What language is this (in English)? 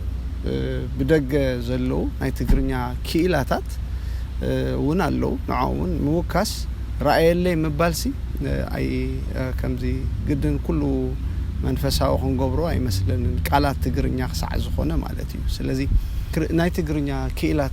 Tigrinya